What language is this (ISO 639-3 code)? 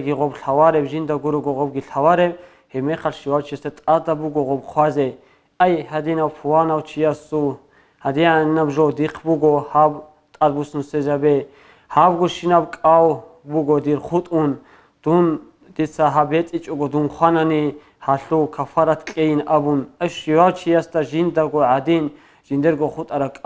ava